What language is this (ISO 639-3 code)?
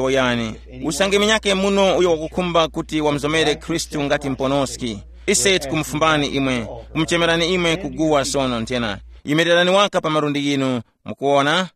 tum